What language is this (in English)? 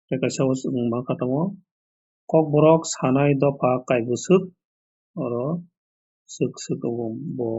Kok Borok